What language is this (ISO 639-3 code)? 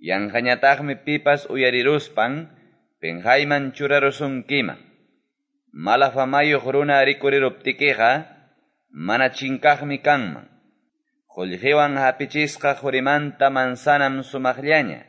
que